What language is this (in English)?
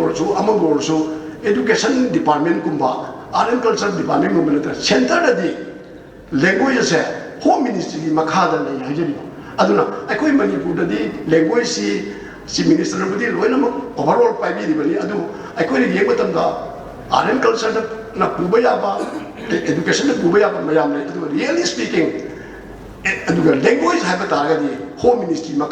Manipuri